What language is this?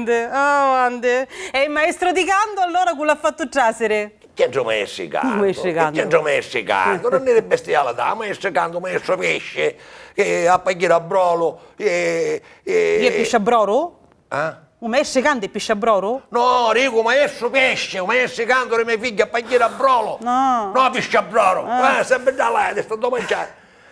Sicilian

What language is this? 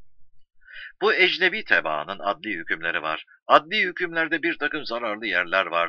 Turkish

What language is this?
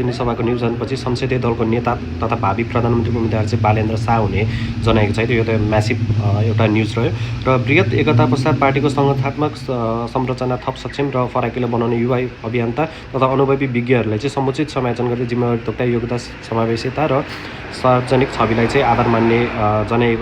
Nepali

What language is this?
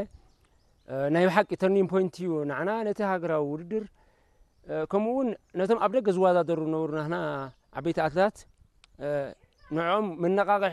Tigrinya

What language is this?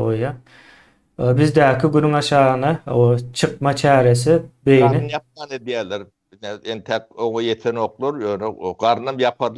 Turkmen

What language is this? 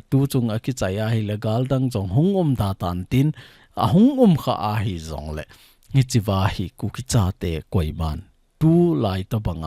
Thado Chin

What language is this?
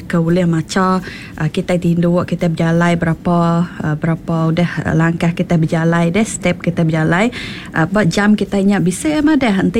Iban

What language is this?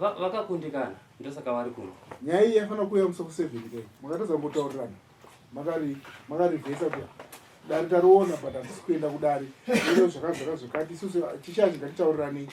Shona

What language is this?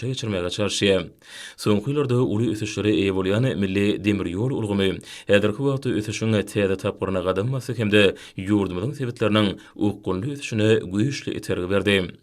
Turkmen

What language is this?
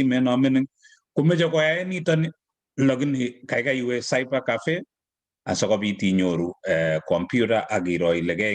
Kalenjin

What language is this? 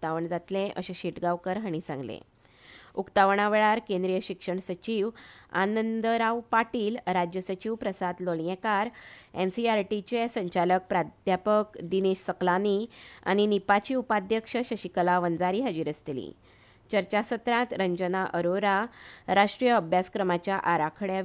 Konkani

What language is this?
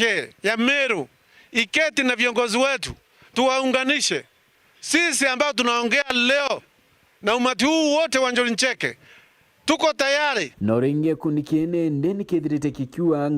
Meru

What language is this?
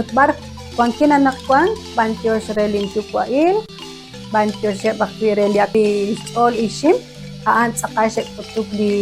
Kekchí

